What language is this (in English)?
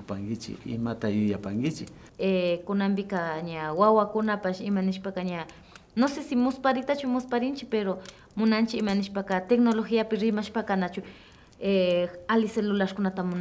Imbabura Highland Quichua